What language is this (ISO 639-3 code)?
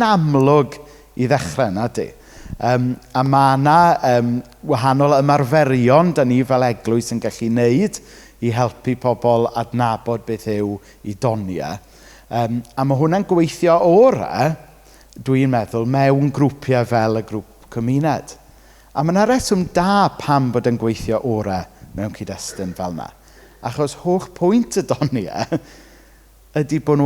cym